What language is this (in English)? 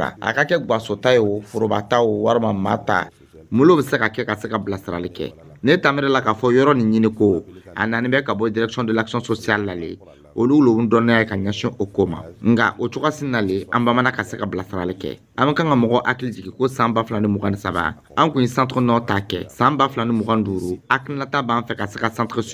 Dyula